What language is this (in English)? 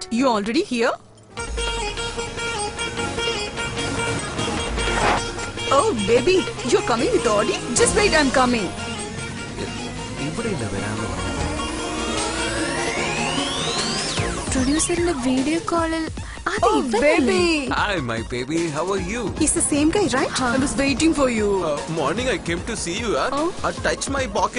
Malayalam